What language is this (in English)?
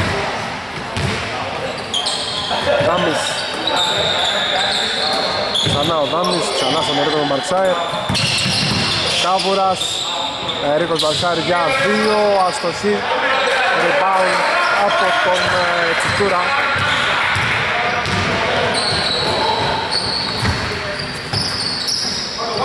Greek